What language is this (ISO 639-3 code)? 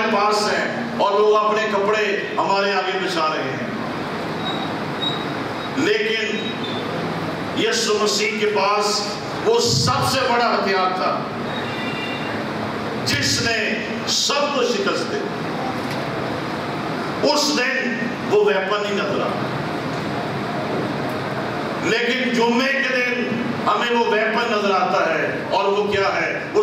urd